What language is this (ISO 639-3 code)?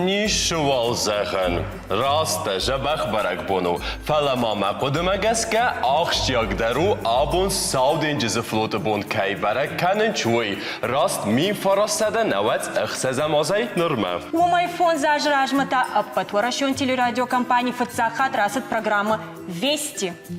oss